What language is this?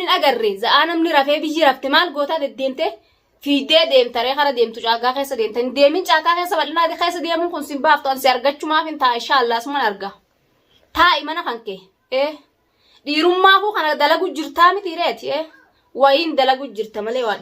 Oromo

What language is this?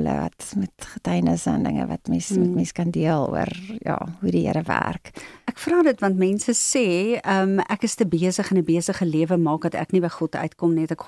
Afrikaans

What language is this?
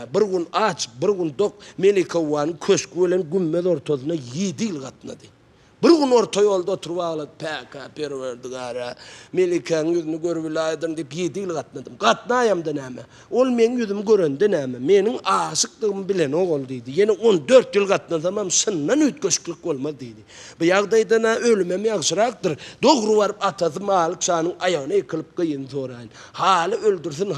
Turkmen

